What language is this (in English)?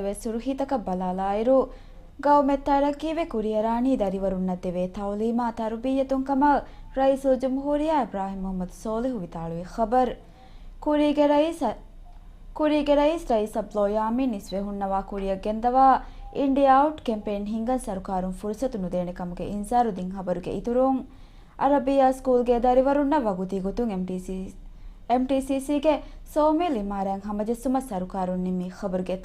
Divehi